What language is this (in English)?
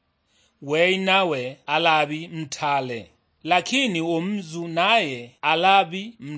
Sukuma